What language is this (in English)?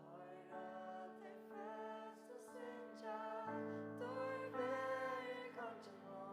Faroese